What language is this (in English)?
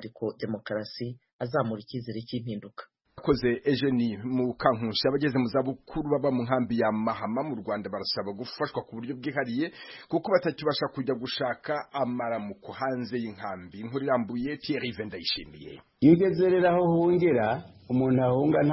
Kinyarwanda